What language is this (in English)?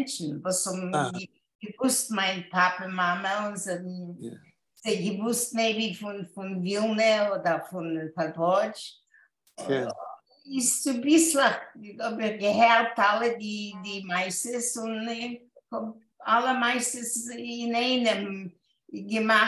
Yiddish